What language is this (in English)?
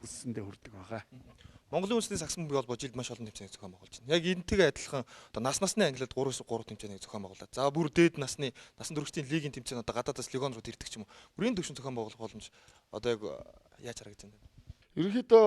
Mongolian